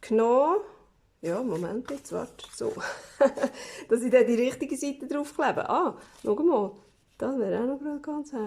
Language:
Swiss German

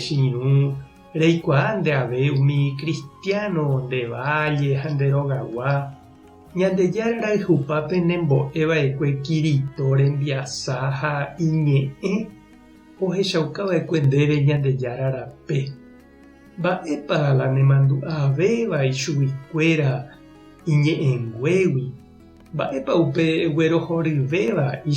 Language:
Guarani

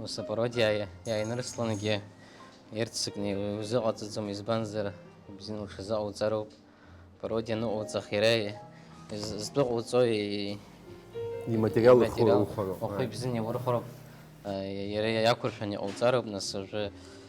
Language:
Abkhazian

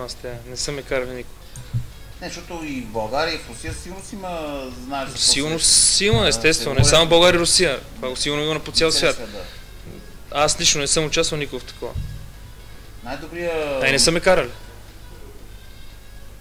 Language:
Bulgarian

